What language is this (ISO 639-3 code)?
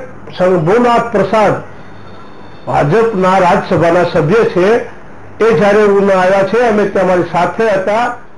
guj